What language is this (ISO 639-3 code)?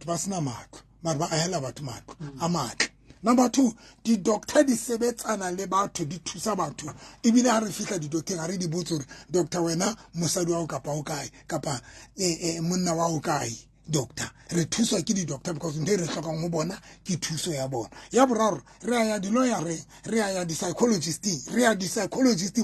sot